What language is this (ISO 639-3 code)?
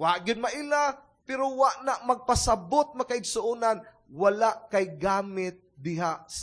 ceb